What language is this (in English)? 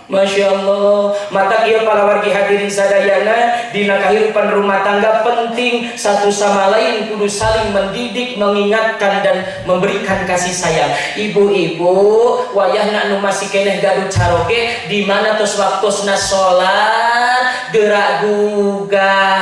Sundanese